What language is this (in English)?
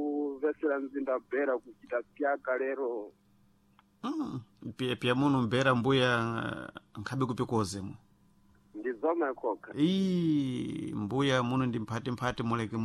Sena